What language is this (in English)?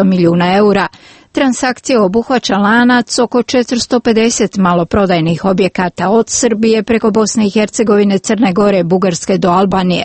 Croatian